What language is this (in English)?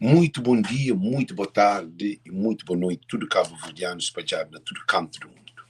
Kabuverdianu